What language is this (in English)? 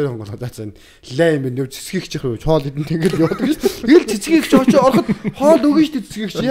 Mongolian